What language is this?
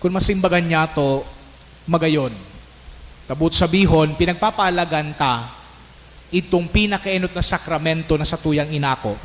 Bikol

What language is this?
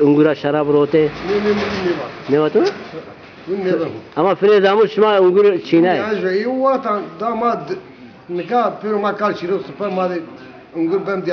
Zaza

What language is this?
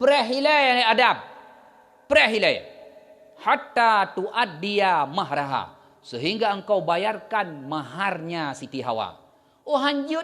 Achinese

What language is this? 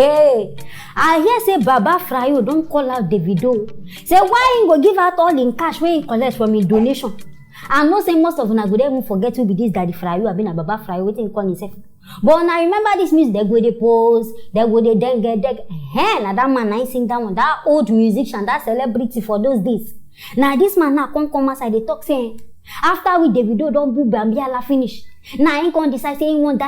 Nigerian Pidgin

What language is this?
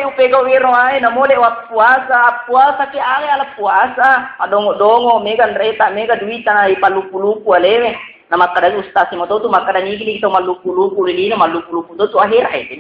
Buginese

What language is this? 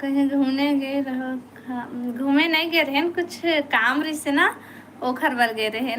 Chhattisgarhi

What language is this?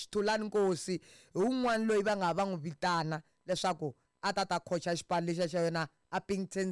Tsonga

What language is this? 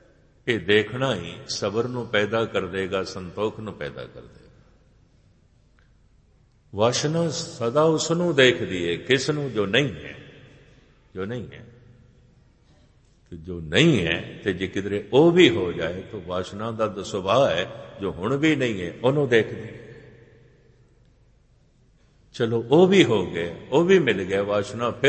Punjabi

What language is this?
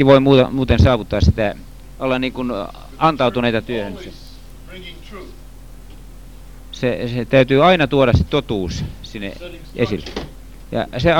Finnish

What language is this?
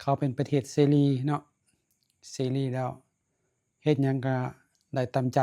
Lao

